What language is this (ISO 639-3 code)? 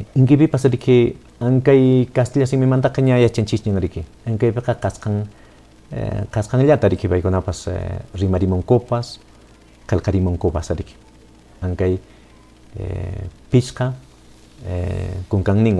que